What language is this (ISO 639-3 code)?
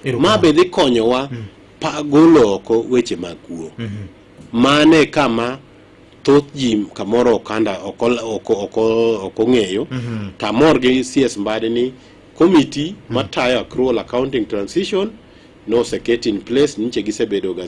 luo